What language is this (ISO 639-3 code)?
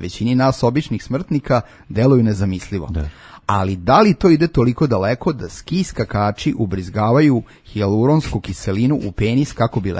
srp